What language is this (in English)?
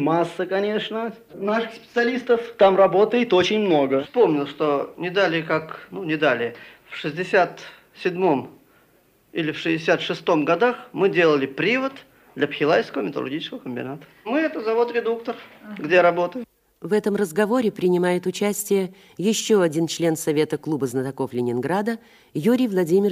Russian